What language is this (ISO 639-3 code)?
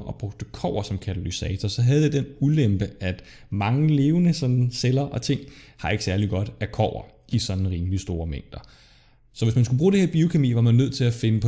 dan